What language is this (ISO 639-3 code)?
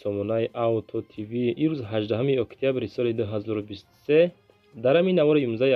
tgk